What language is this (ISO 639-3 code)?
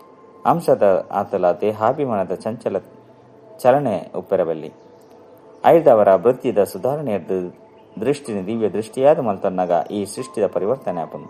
tcy